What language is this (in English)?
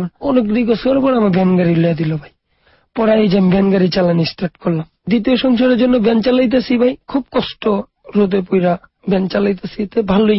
Bangla